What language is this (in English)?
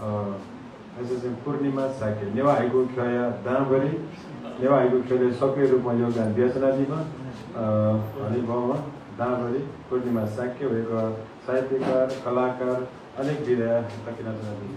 Newari